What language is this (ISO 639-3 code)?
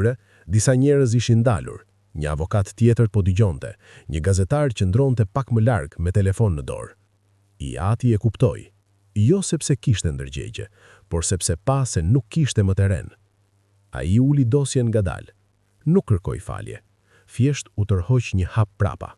sqi